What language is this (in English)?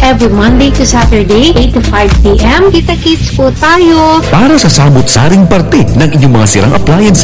Filipino